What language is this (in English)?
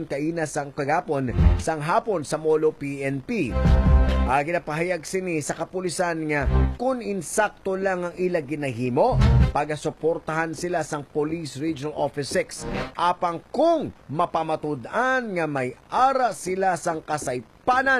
Hiligaynon